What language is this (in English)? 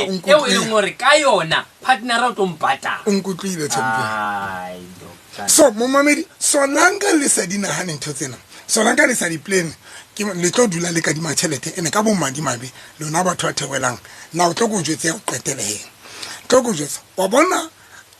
Southern Sotho